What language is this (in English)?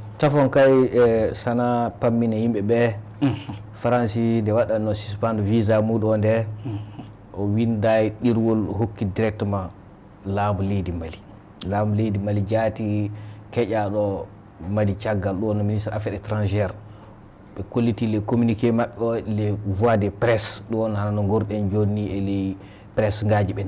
Fula